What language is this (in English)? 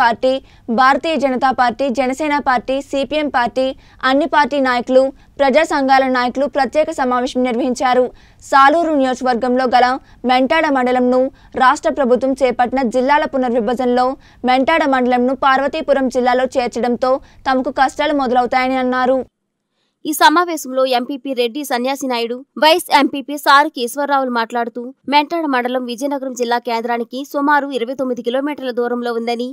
Telugu